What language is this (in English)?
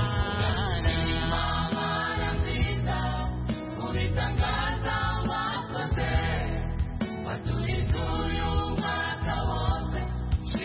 Kinyarwanda